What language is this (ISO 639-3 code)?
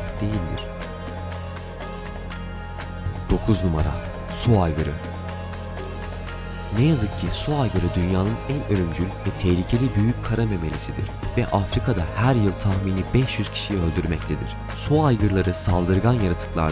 tur